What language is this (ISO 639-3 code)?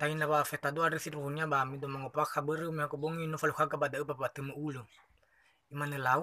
nia